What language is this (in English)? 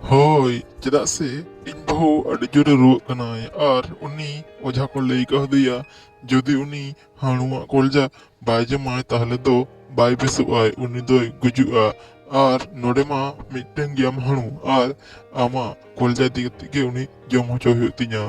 Santali